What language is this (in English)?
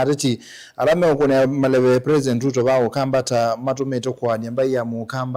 Kamba